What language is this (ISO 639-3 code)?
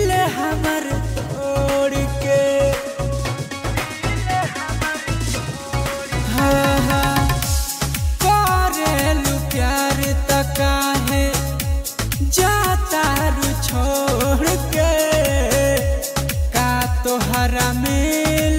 bho